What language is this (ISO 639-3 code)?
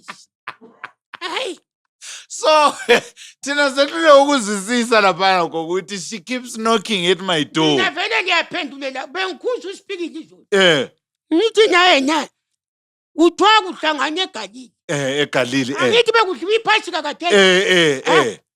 nde